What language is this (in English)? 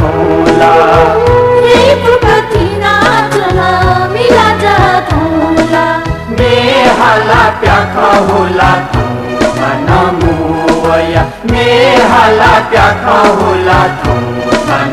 Newari